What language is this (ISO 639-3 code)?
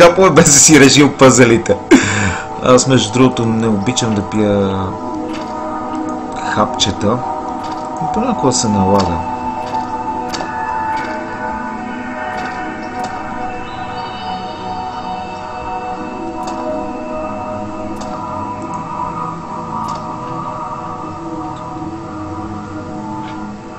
bul